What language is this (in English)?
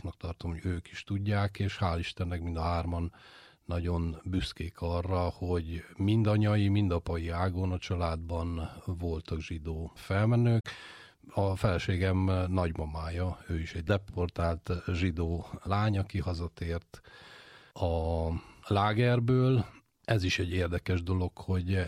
Hungarian